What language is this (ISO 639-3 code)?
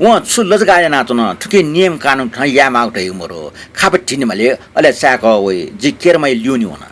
new